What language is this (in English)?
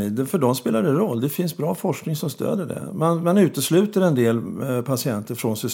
Swedish